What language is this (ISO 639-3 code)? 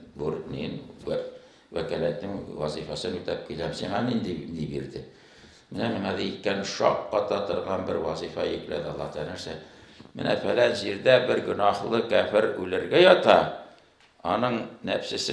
tat